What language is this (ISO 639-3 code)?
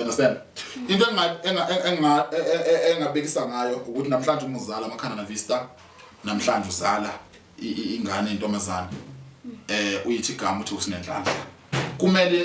zul